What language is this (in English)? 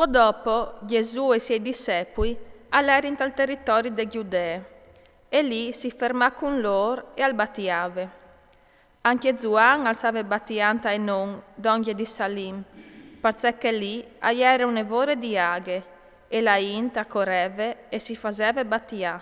Friulian